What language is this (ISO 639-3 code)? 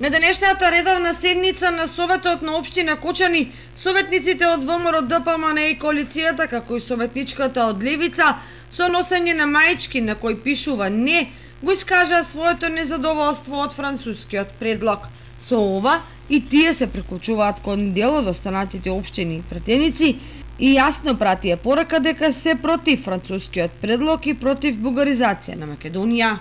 mkd